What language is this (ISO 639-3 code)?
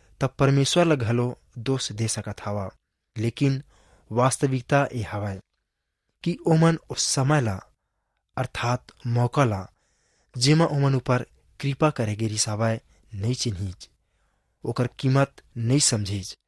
hne